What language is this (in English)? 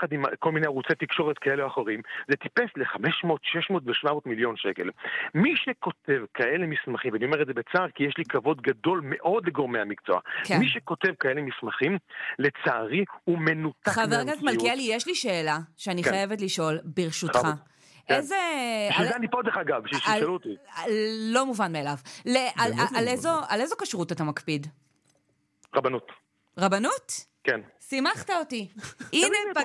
Hebrew